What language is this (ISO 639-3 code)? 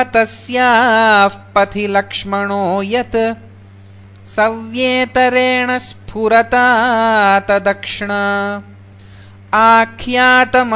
san